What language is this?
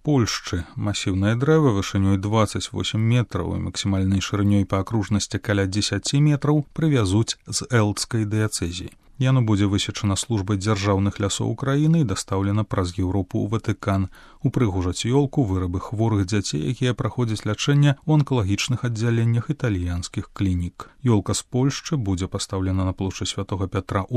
Belarusian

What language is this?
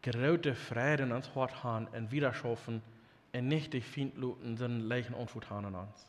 Plautdietsch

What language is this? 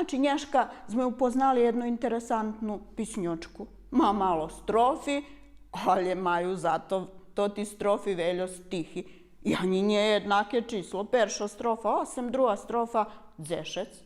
Rusyn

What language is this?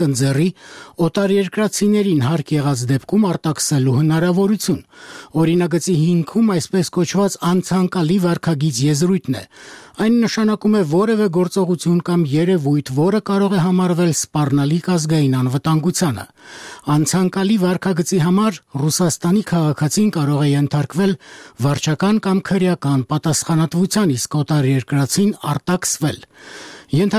Armenian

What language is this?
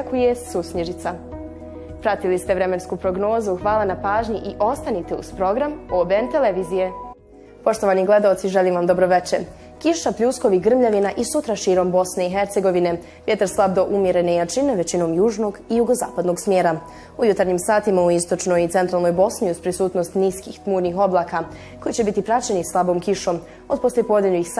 Bosnian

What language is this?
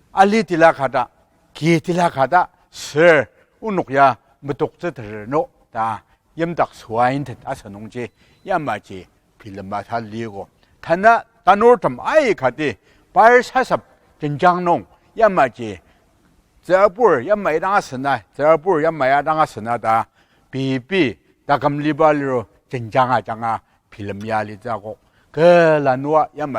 Ao Naga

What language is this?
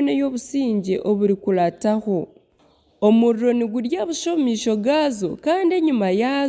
Nyankole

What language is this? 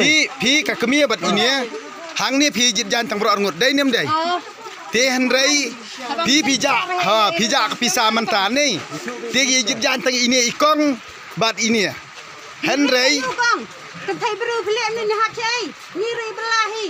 Khasi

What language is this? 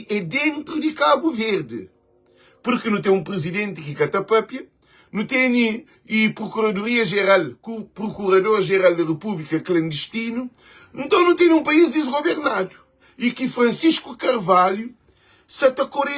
Kabuverdianu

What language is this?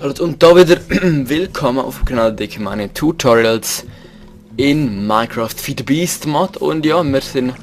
Swiss German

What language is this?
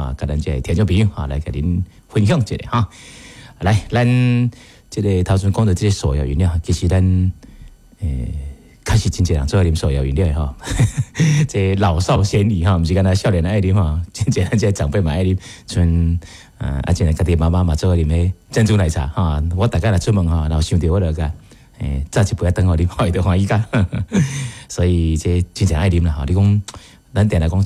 Min Nan Chinese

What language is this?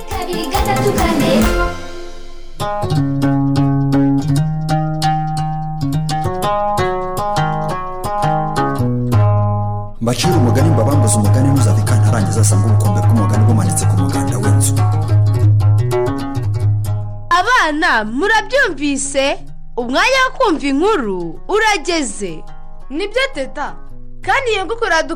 Kinyarwanda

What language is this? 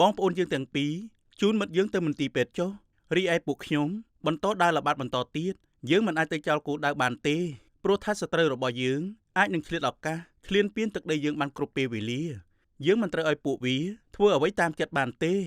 Khmer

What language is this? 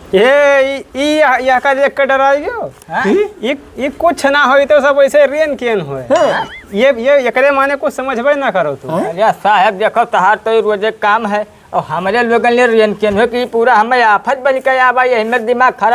Awadhi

